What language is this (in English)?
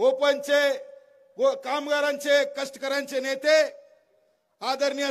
Marathi